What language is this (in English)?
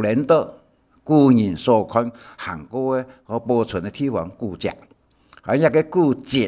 Hakka Chinese